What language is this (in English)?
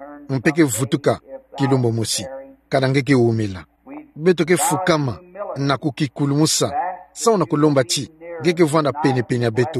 Kituba (Democratic Republic of Congo)